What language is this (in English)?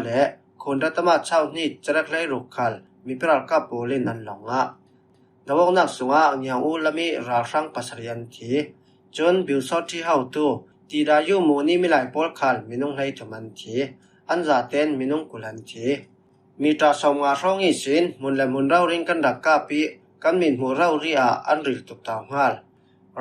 Falam Chin